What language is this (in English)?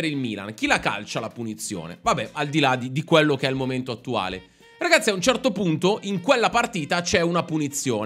Italian